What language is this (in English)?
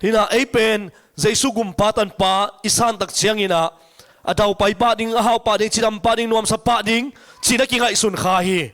Tedim Chin